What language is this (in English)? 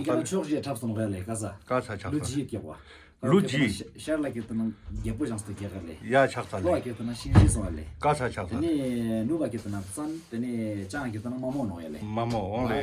Ladakhi